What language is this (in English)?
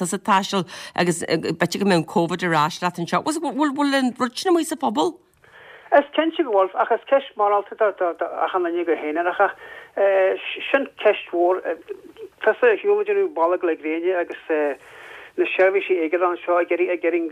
Irish